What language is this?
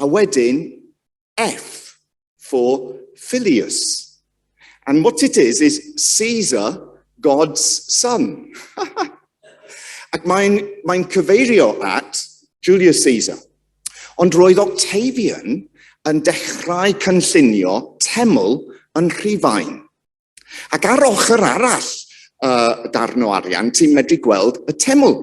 Welsh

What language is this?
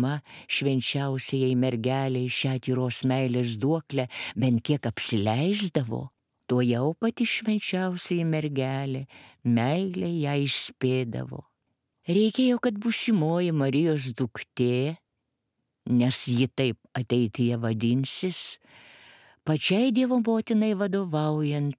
Lithuanian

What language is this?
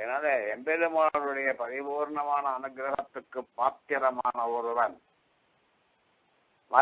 Tamil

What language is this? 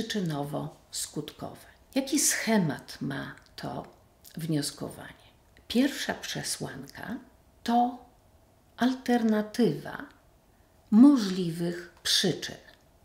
Polish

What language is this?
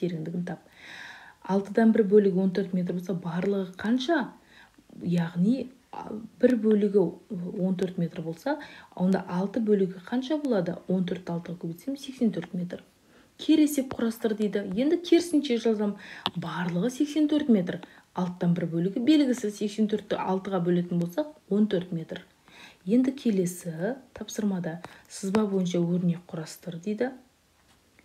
Kazakh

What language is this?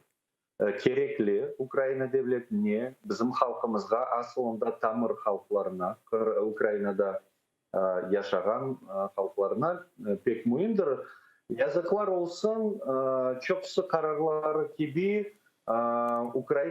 Crimean Tatar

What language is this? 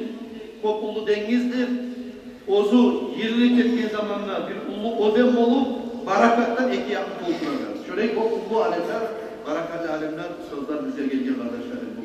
Kumyk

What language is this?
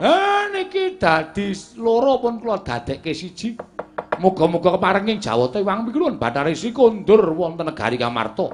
Javanese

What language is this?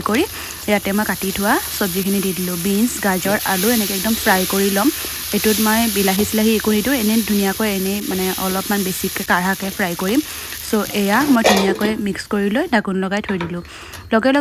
Assamese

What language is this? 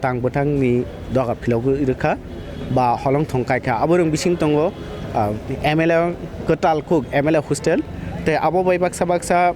Kok Borok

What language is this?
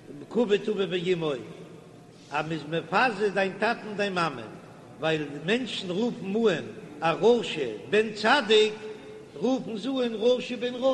Yiddish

